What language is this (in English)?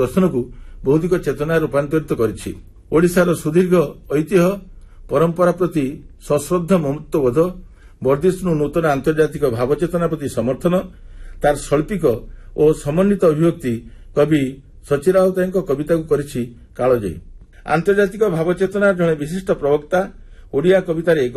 Odia